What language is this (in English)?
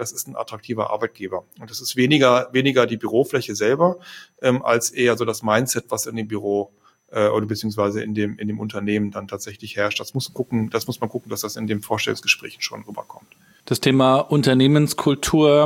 German